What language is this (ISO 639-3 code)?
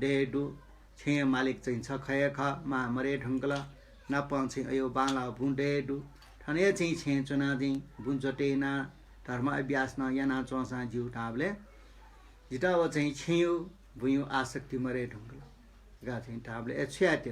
new